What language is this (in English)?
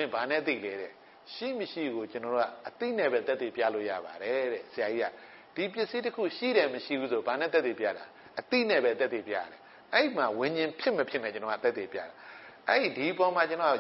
Burmese